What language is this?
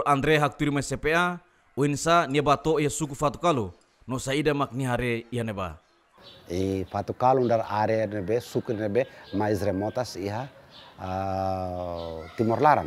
Tetum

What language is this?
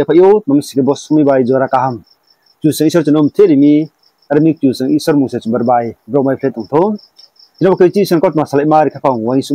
Riang (India)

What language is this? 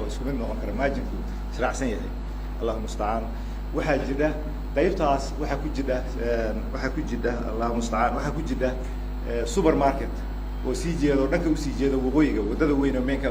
Somali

